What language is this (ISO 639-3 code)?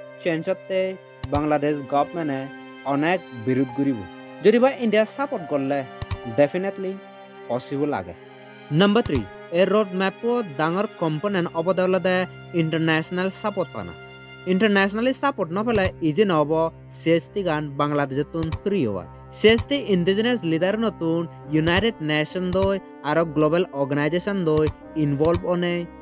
ccp